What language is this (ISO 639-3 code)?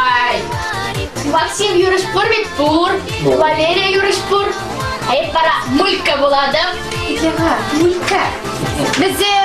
chv